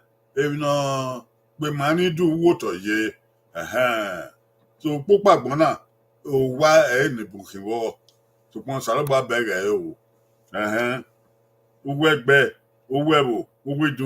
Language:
Bini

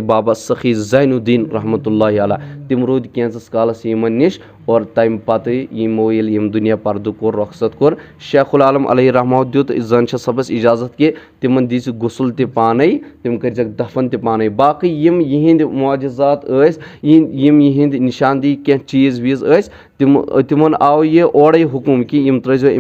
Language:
Kashmiri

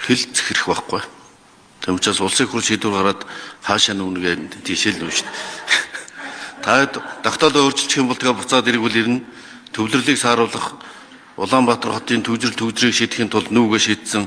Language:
Mongolian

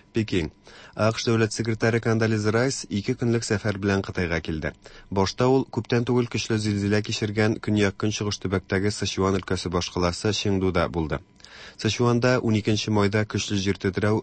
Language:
Tatar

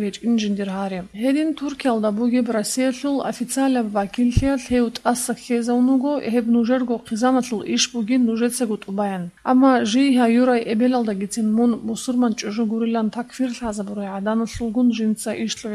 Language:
Avaric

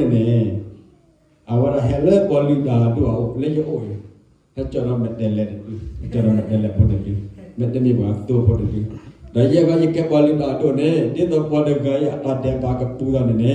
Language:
S'gaw Karen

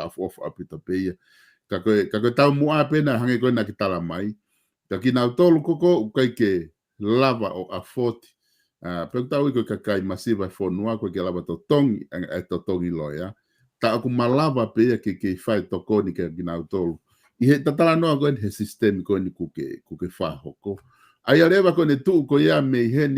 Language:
Tongan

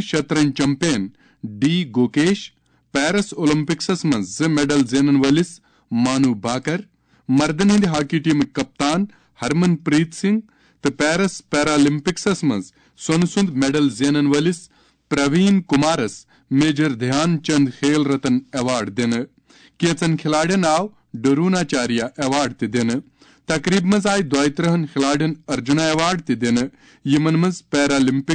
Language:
Kashmiri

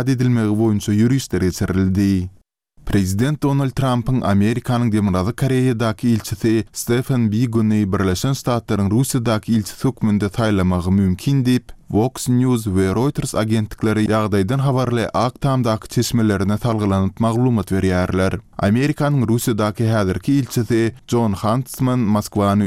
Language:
Turkmen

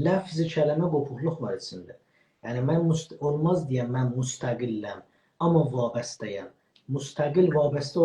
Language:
South Azerbaijani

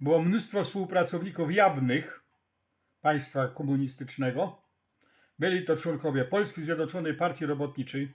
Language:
Silesian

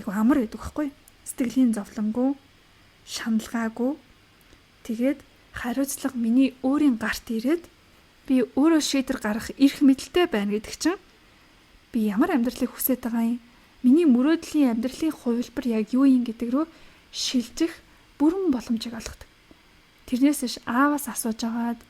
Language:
Mongolian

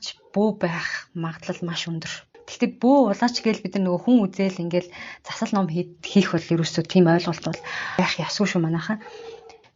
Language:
Mongolian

